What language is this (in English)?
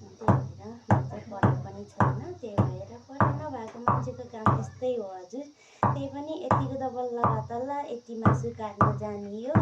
Nepali